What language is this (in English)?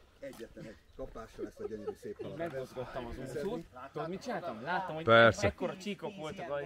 Hungarian